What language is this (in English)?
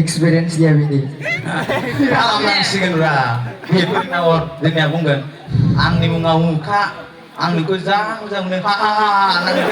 Bodo